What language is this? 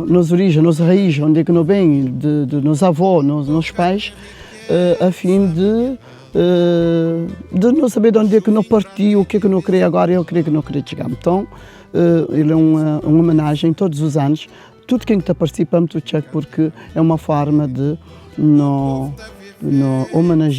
Kabuverdianu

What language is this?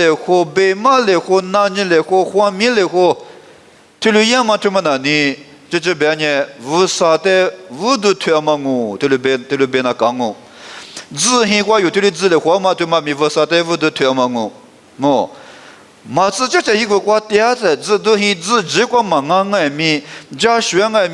Lisu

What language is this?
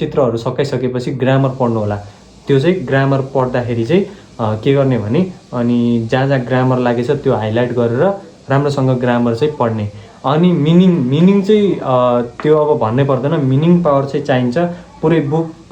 Nepali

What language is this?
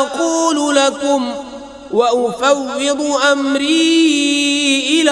Kashmiri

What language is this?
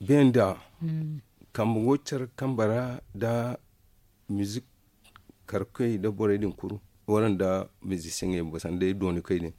Zarma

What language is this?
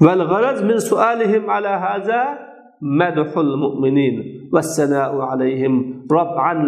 Uyghur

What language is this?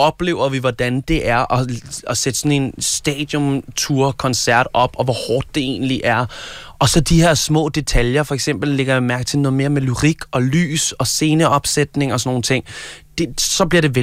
Danish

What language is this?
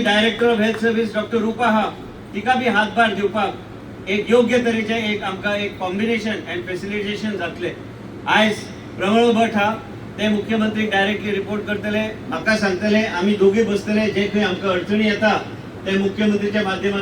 Konkani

